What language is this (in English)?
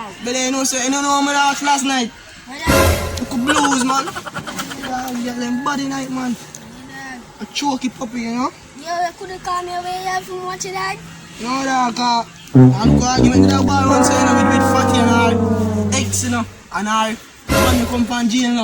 Jamaican Creole English